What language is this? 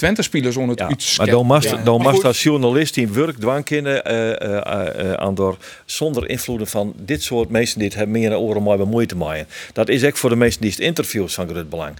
Western Frisian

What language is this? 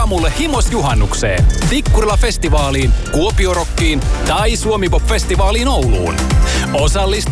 Finnish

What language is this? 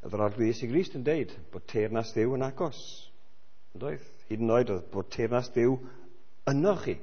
Welsh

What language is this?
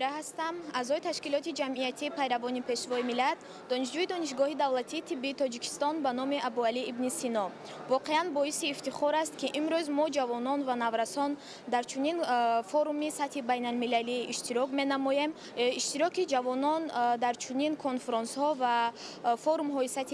Tajik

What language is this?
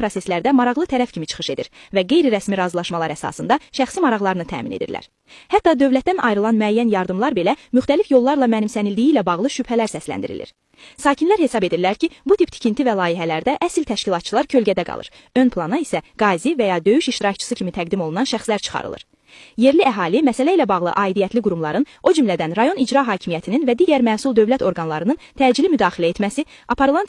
Azerbaijani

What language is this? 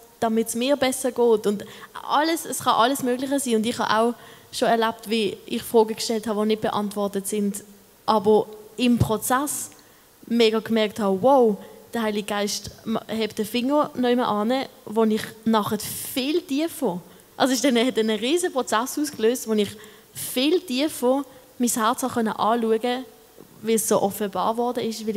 Swiss German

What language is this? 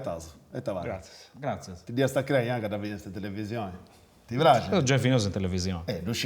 Sardinian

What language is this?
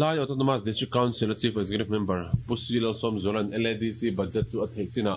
Mizo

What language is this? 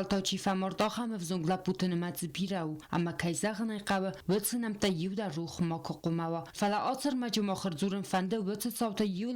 Ossetic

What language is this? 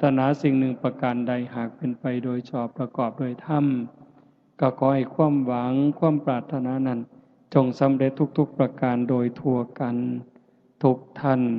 Lao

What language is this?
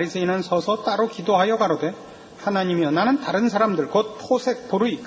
Korean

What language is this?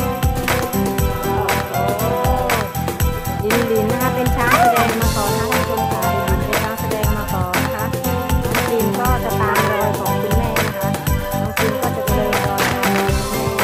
Thai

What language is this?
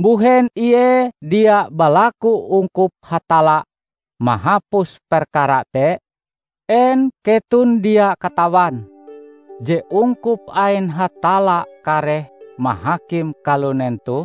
Ngaju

